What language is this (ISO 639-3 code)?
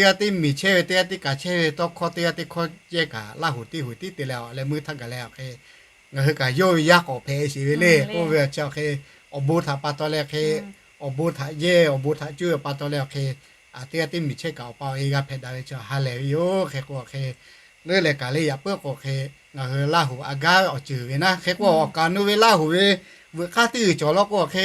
lhu